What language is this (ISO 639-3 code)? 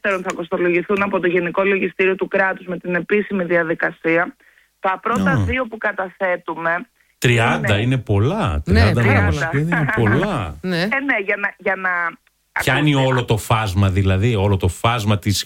ell